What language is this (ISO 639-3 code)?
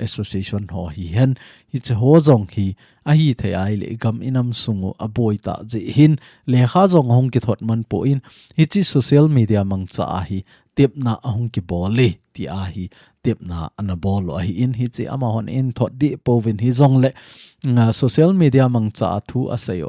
tcz